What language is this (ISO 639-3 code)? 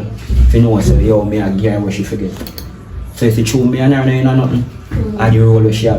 jam